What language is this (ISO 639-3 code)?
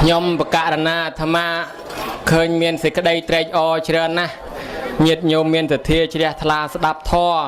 khm